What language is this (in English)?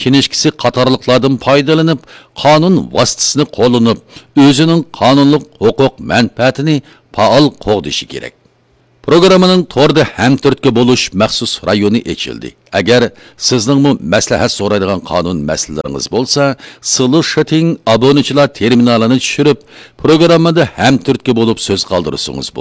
Uyghur